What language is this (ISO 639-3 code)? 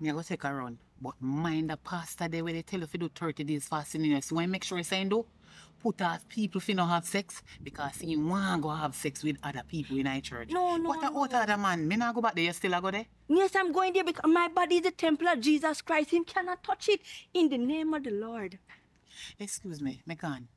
jam